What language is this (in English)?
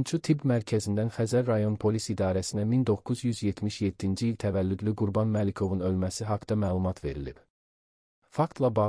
Azerbaijani